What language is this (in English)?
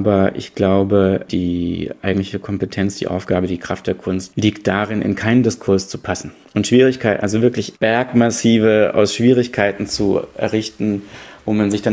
German